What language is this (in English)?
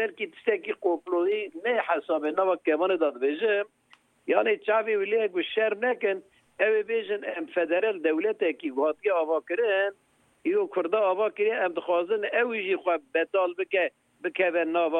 Kurdish